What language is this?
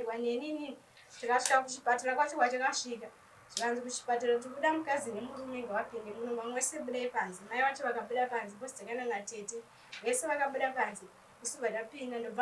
Shona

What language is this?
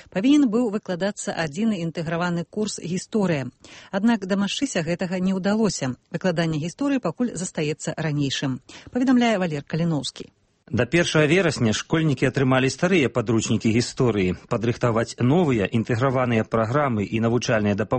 Belarusian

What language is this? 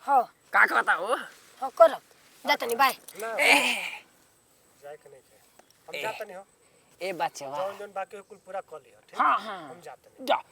Bhojpuri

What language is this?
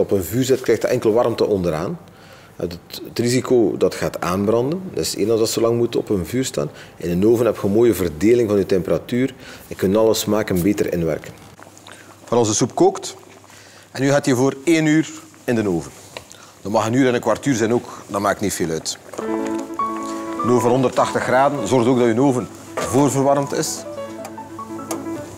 Dutch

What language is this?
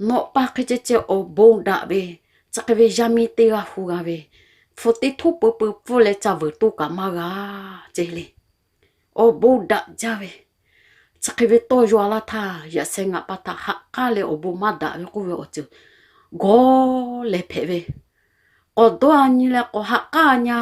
Lahu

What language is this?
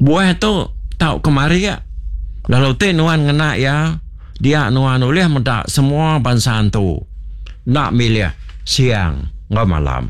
Iban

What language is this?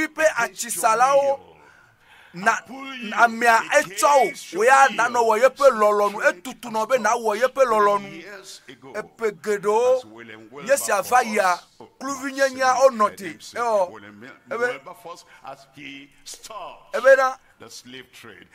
Ewe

